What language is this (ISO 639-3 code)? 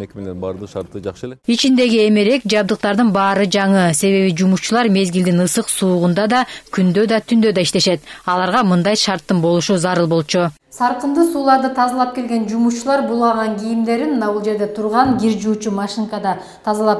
kir